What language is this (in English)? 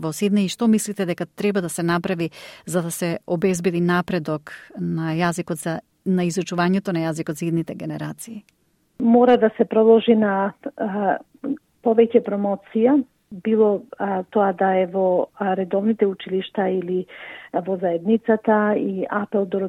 Macedonian